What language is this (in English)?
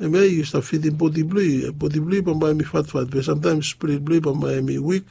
Bislama